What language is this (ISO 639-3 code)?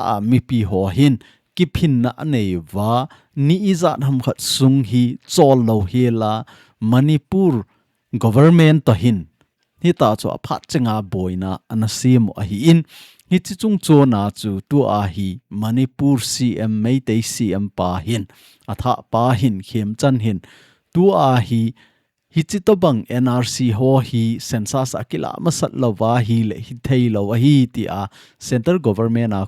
tcz